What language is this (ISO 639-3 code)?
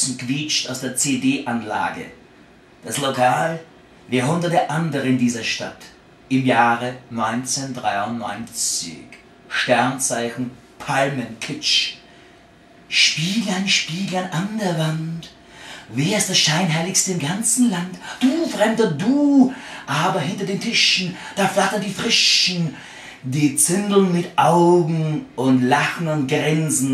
bar